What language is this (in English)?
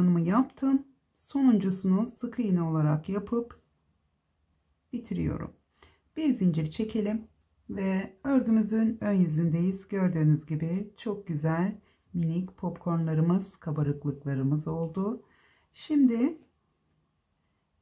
Turkish